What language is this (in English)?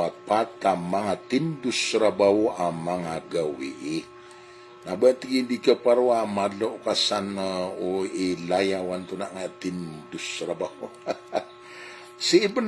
Maranao